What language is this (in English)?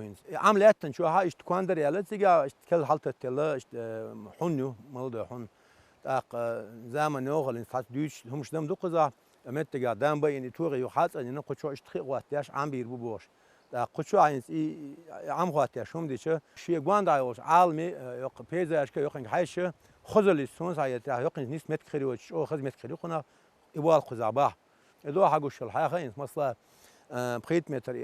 Chechen